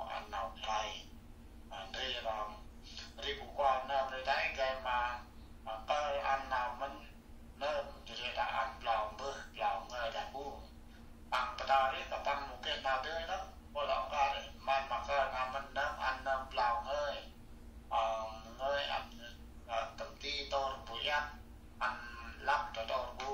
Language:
Central Mnong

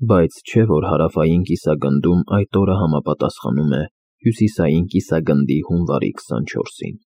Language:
Armenian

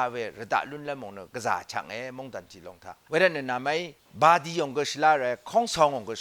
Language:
Rawang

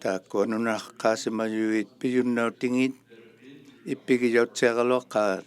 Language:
Inuktitut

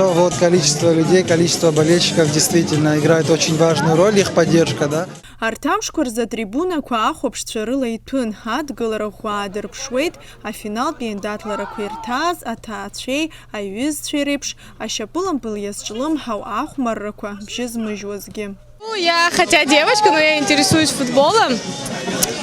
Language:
Abkhazian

